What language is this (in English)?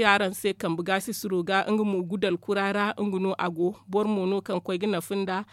Zarma